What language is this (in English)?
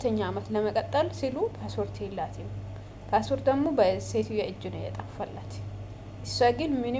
Amharic